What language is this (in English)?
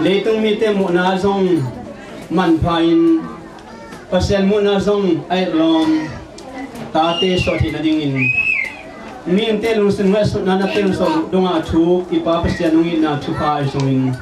Tedim Chin